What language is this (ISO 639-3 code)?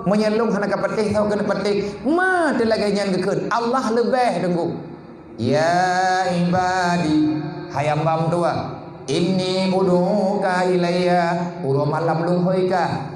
ace